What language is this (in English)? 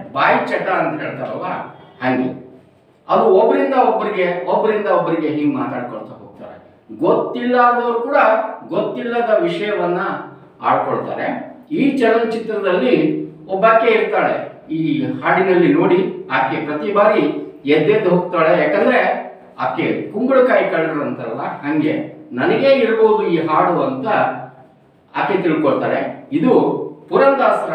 Kannada